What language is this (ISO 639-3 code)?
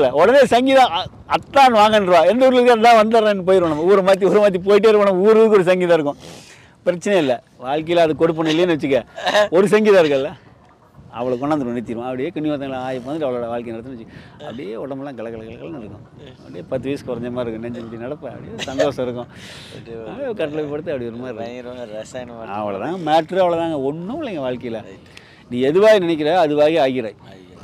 tam